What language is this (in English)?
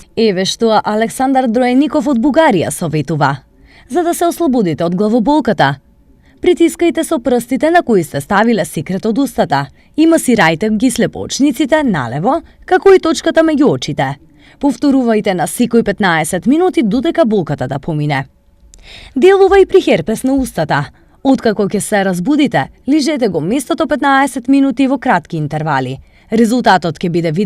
Macedonian